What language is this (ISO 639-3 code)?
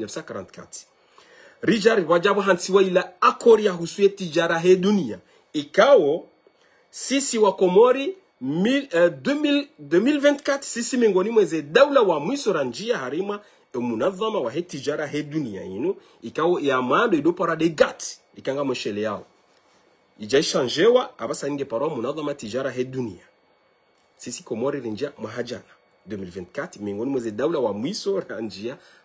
zdj